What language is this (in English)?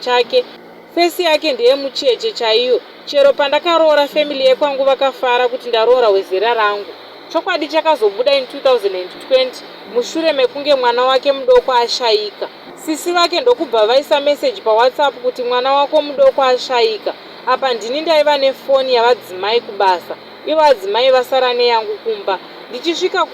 Shona